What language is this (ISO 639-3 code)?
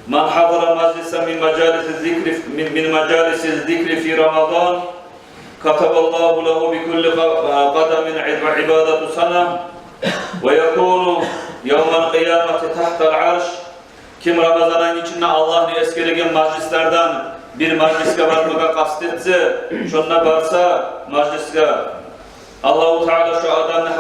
kum